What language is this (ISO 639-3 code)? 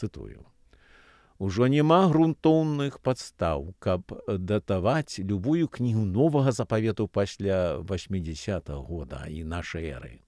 bel